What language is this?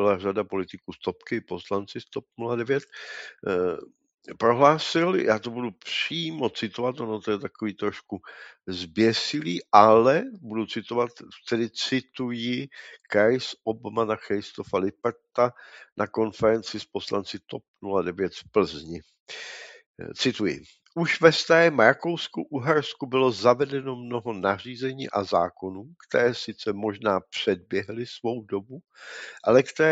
Czech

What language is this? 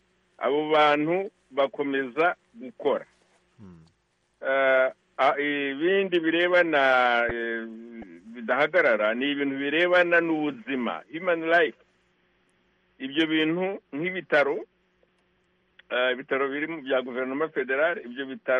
Kinyarwanda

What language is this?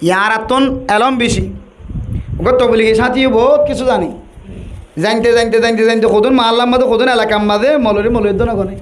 Rohingya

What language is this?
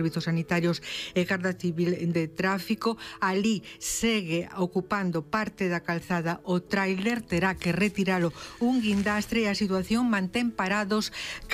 Galician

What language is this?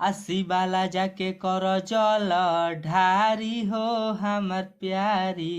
Bhojpuri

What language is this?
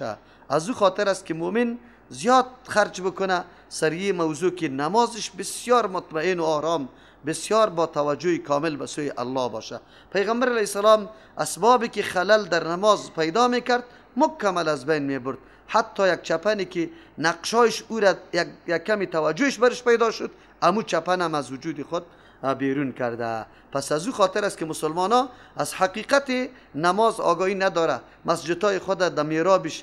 Persian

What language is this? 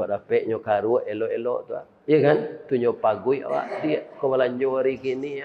Minangkabau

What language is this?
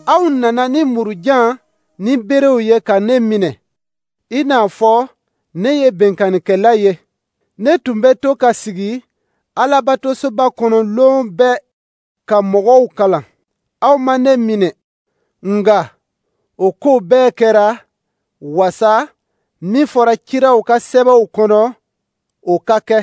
Dyula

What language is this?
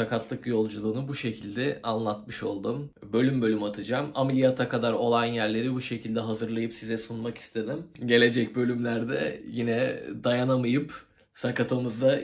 Turkish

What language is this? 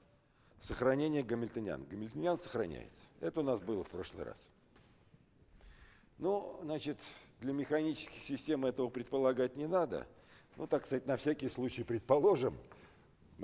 Russian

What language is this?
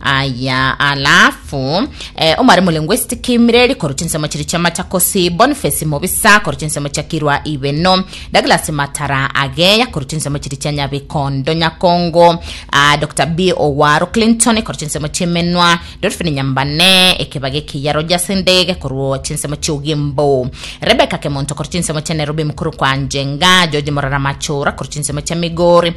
Gusii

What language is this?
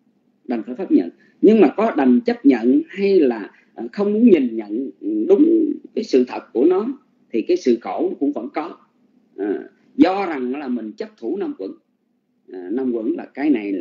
Vietnamese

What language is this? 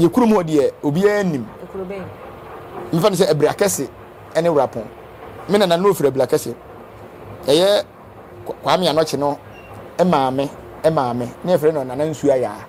Akan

